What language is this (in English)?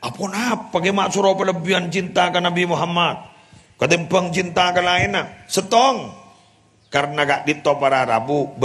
Madurese